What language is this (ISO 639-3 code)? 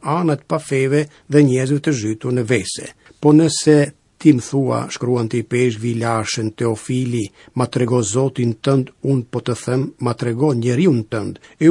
sqi